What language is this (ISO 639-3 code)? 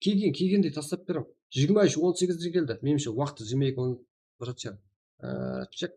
kaa